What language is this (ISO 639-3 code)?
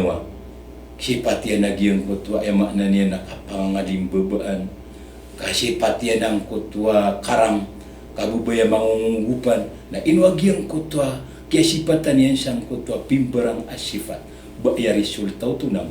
mrw